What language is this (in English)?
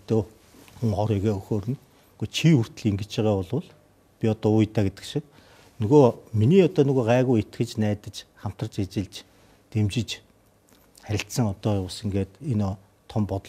Mongolian